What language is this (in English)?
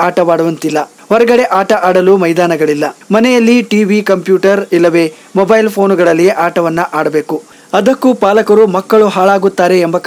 Kannada